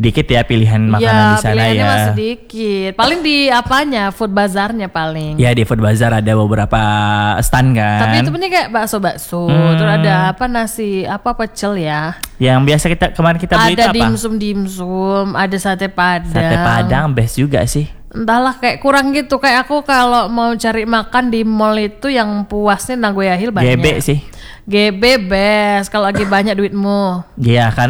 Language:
Indonesian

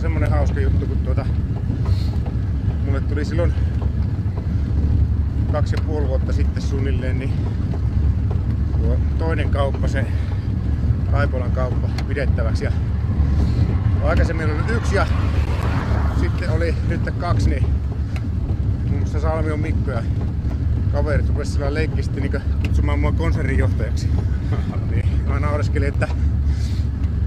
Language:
Finnish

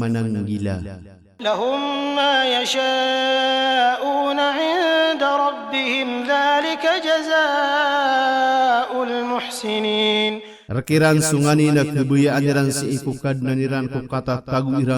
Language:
Maranao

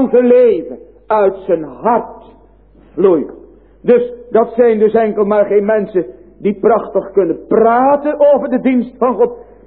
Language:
Dutch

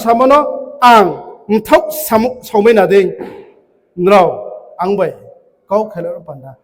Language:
Riang (India)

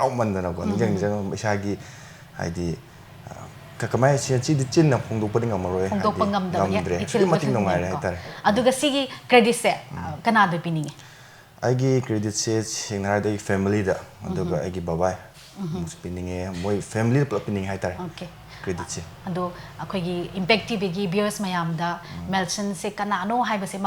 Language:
Manipuri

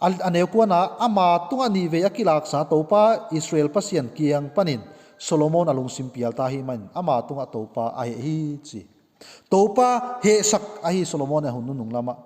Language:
Tedim Chin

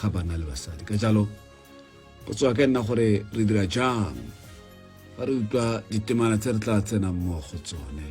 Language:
Tswana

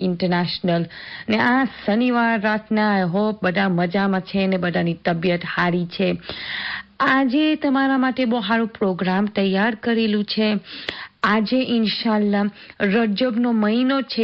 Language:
Gujarati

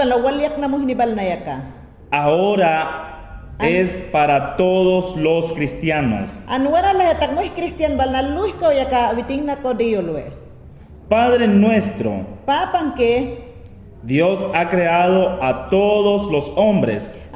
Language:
Mayangna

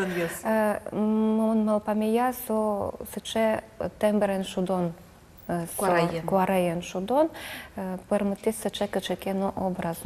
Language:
Udmurt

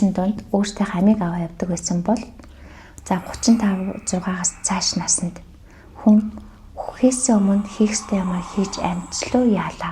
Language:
Mongolian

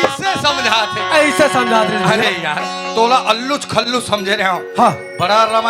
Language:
Chhattisgarhi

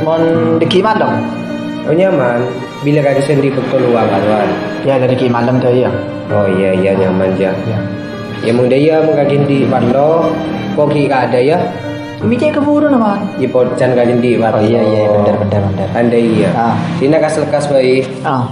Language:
Madurese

